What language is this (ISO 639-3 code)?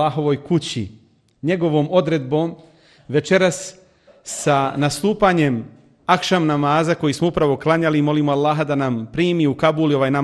bos